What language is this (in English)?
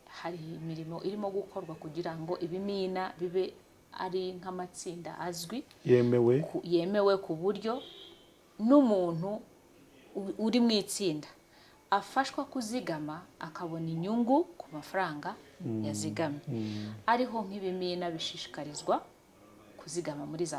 Kinyarwanda